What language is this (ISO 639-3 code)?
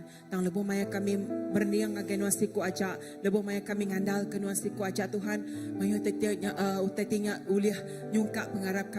iba